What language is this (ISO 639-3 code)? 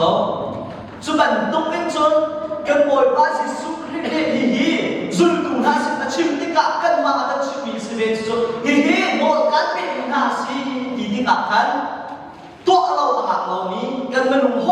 cnh